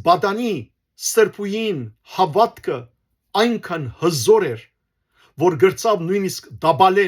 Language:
Western Armenian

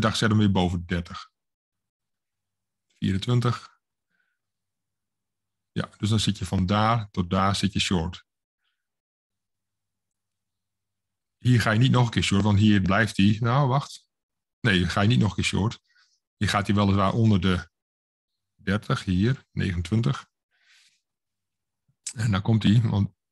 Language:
Dutch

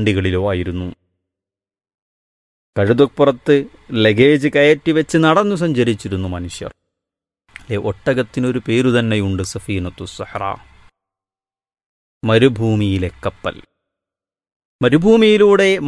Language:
Malayalam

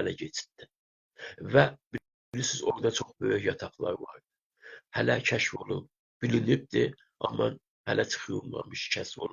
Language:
South Azerbaijani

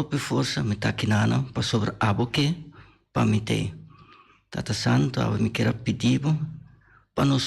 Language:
Papiamento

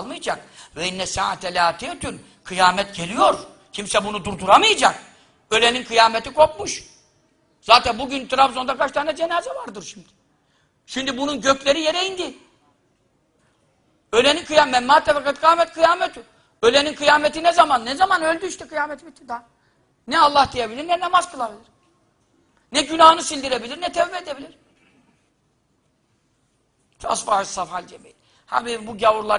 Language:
Turkish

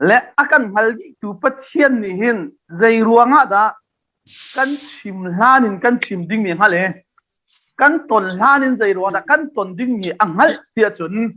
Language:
Hakha Chin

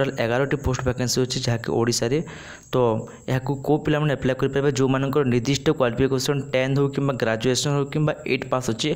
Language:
Odia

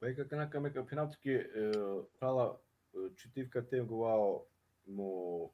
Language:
Balkan Romani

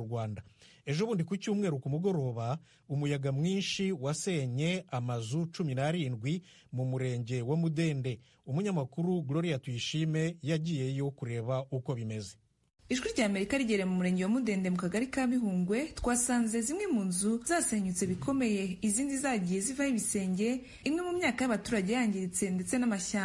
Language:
Kinyarwanda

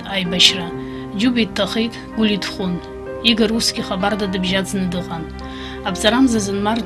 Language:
Abkhazian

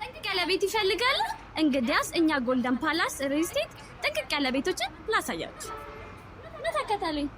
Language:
Amharic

